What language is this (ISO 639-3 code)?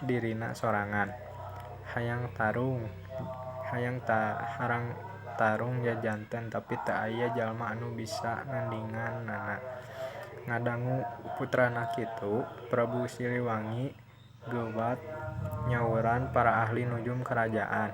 sun